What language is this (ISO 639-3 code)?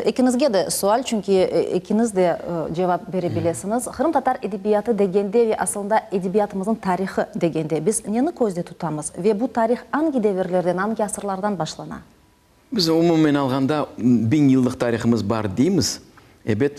crh